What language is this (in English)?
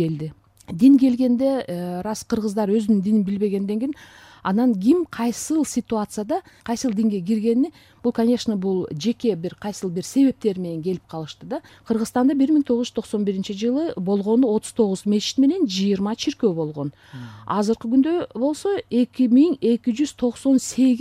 Kyrgyz